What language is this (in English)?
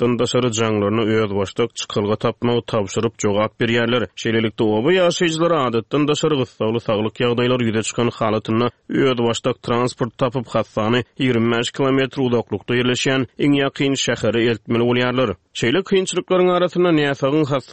Turkmen